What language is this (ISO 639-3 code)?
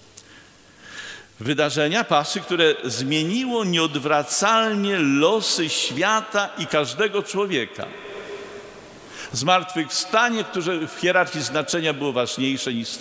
pol